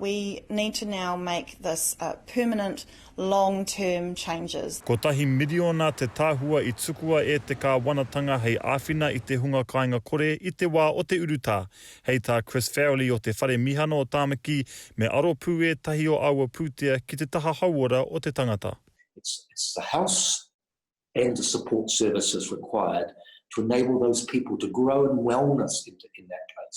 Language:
Māori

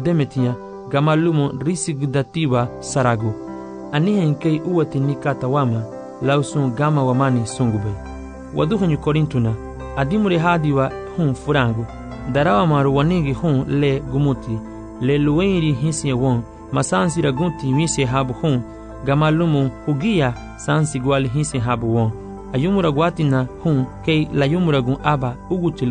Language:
Garifuna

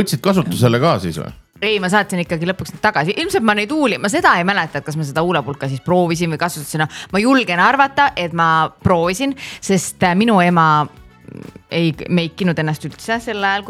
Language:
Estonian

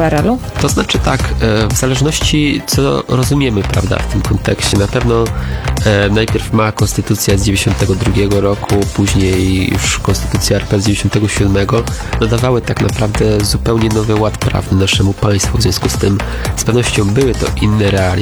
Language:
Polish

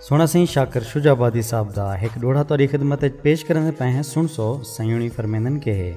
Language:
Saraiki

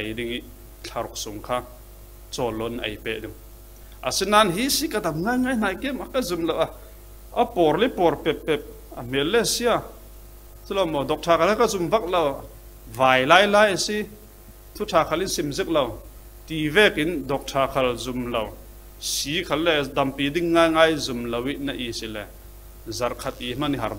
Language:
Falam Chin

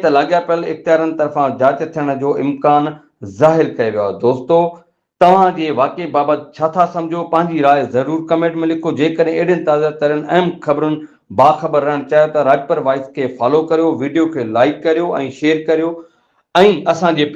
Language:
Sindhi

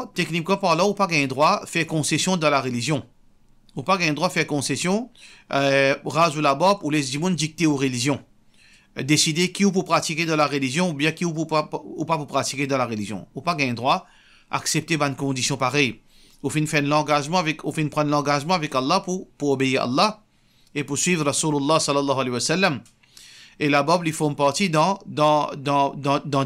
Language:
Morisyen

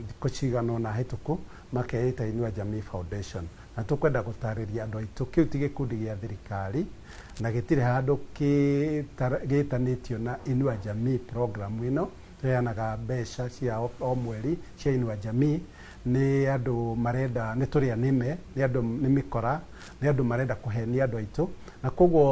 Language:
Kikuyu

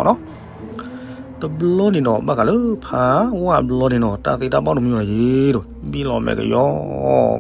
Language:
S'gaw Karen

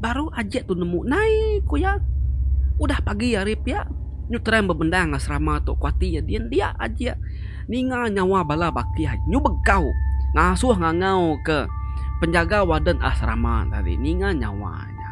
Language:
Iban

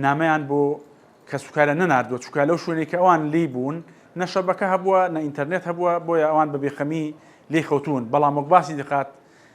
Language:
Central Kurdish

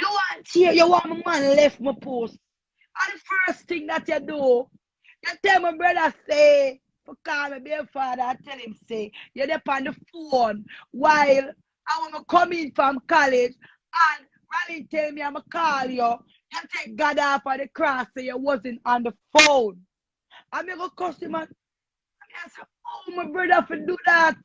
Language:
Jamaican Creole English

